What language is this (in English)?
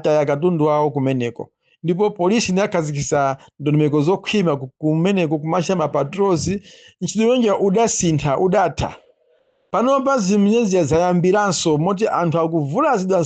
Nyanja